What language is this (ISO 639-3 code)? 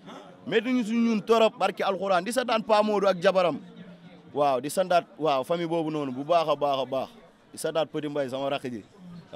wol